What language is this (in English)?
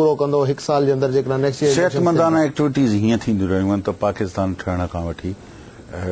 Sindhi